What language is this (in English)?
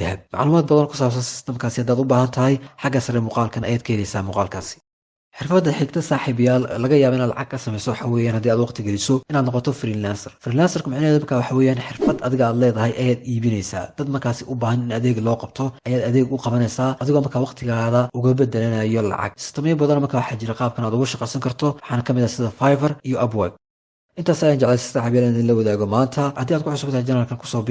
Somali